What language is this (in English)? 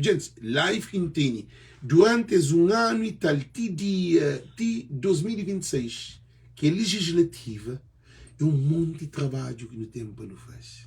Kabuverdianu